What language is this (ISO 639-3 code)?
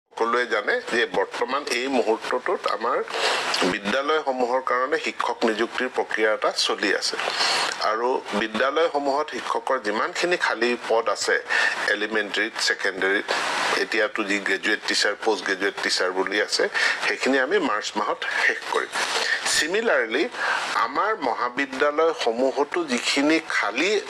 asm